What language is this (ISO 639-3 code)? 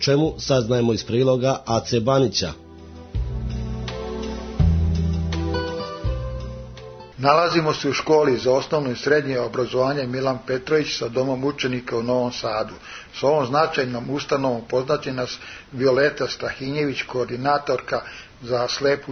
srp